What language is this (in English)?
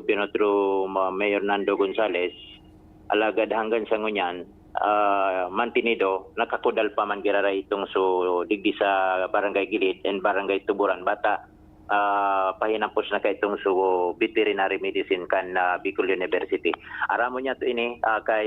Bikol